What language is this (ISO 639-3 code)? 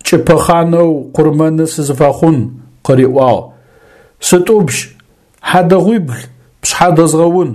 ady